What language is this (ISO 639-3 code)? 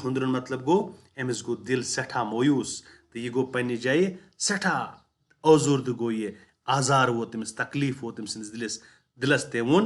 kas